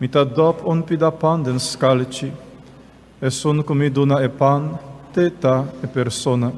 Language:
Papiamento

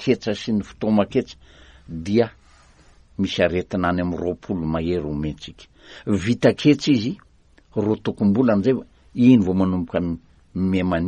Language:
Malagasy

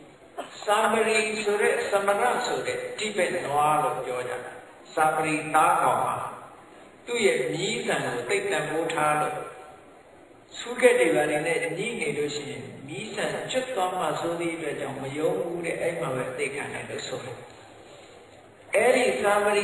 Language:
Burmese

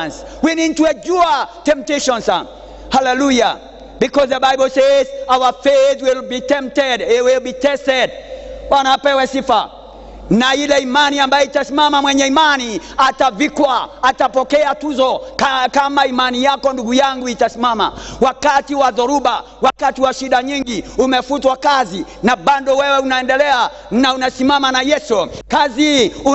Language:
Swahili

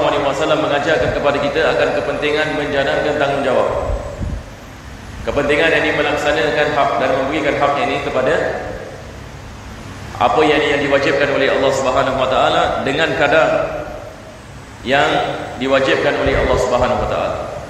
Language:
Malay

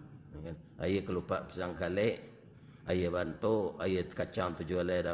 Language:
Minangkabau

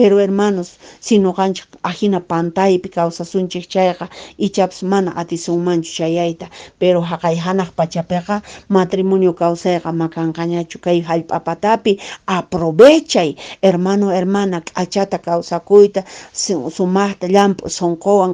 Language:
Quechua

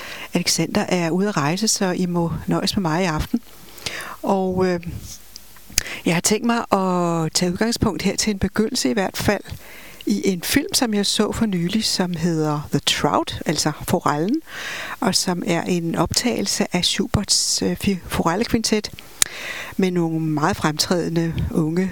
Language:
Danish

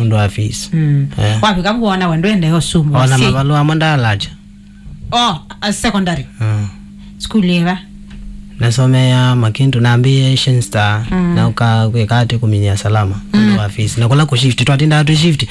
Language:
Kamba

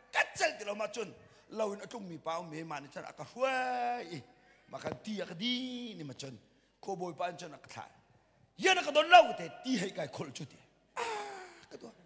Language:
Hakha Chin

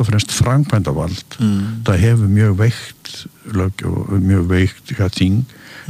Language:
Icelandic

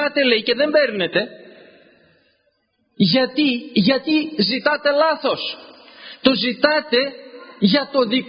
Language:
Greek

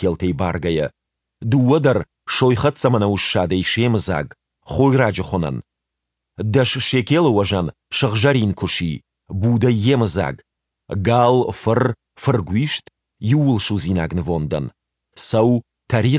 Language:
Ossetic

